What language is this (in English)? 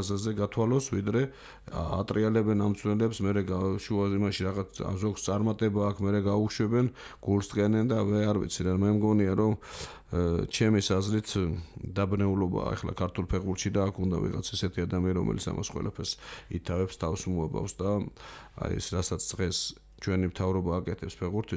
Georgian